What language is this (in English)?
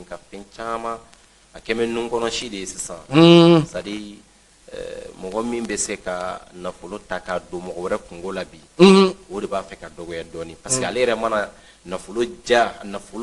Bambara